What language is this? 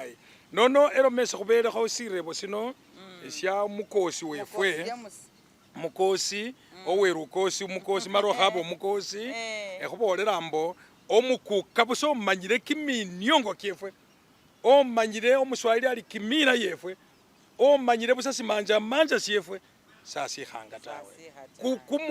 Masaaba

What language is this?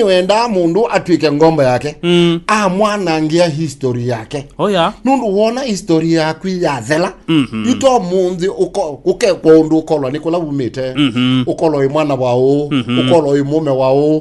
Kamba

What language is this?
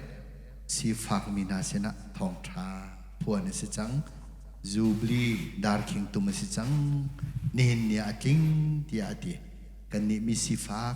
Hakha Chin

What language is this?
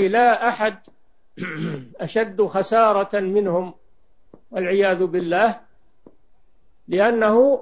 Arabic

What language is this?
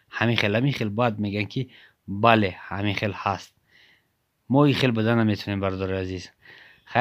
Tajik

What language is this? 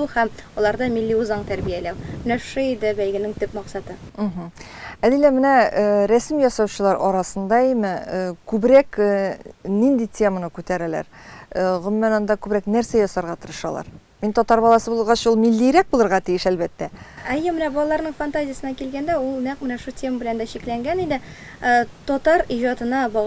Tatar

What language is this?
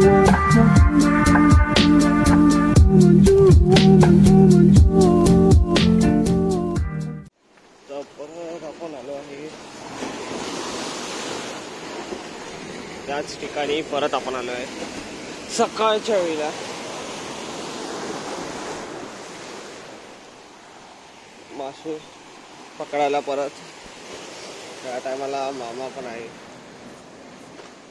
Marathi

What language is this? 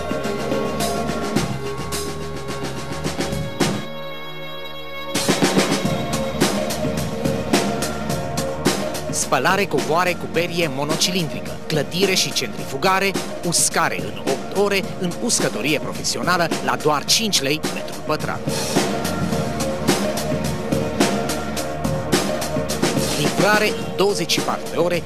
Romanian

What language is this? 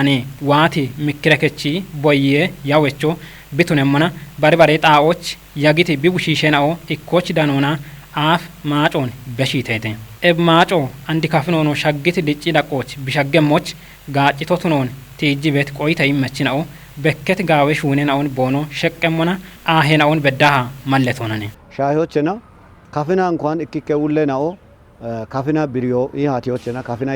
Kafa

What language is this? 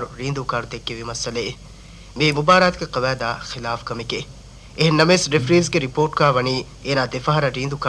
Divehi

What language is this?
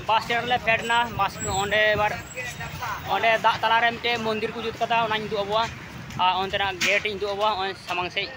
Santali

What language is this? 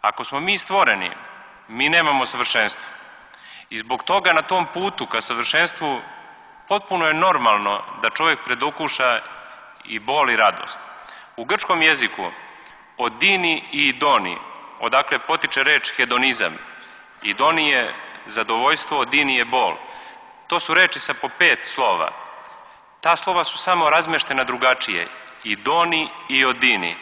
Serbian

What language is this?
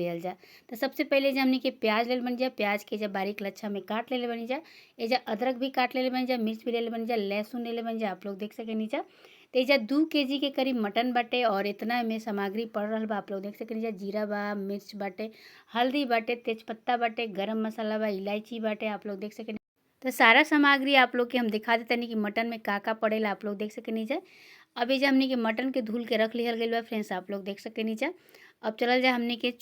Bhojpuri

